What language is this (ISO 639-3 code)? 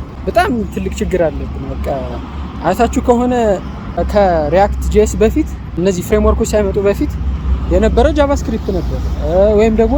amh